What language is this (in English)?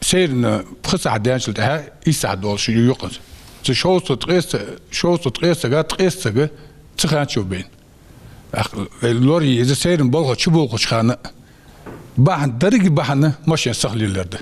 Ingush